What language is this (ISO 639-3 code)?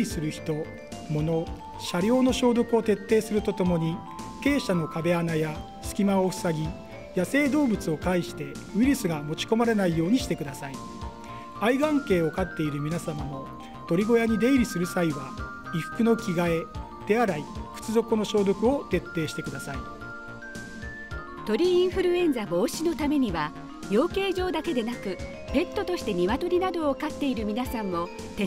jpn